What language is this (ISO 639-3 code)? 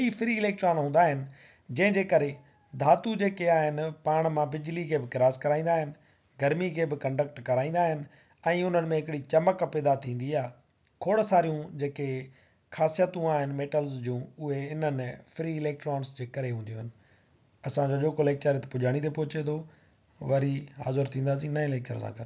snd